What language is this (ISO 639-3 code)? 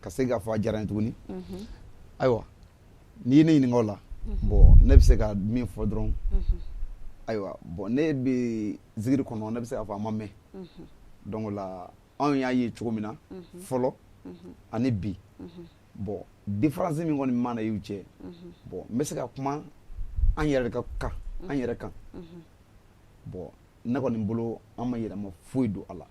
bam